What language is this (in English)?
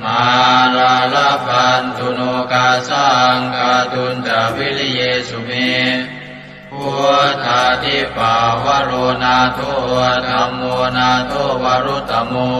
Pali